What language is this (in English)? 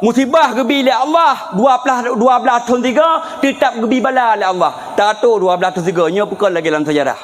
Achinese